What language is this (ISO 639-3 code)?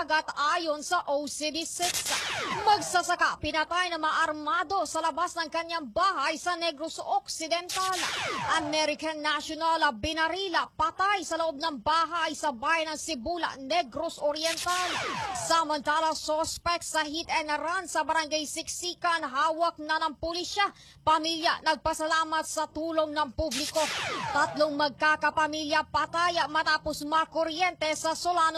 fil